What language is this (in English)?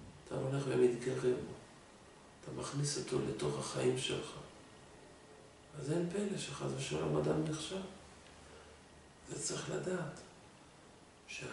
Hebrew